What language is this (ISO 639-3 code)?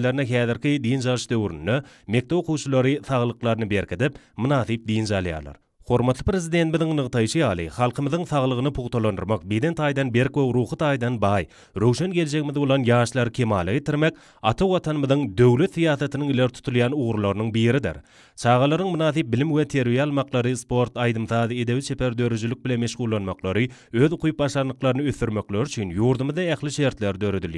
tuk